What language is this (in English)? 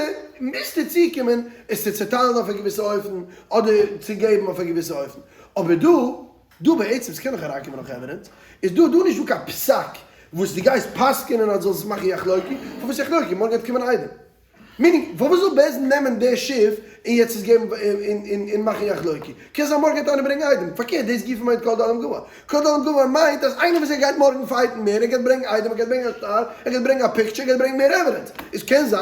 Yiddish